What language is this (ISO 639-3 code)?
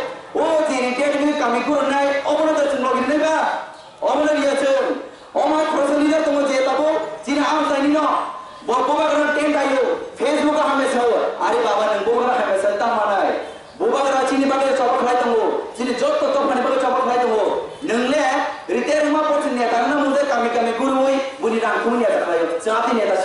trp